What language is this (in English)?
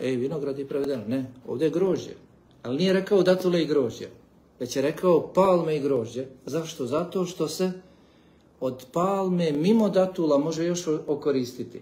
Bosnian